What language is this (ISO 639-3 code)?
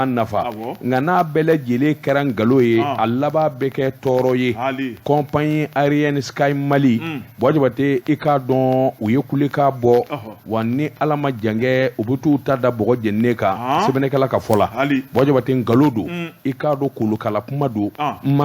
bam